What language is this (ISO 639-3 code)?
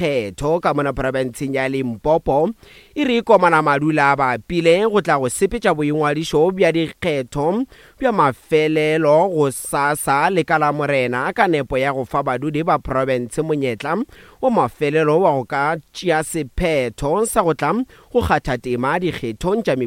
nso